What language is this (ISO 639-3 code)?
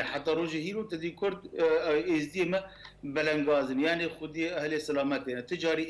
kur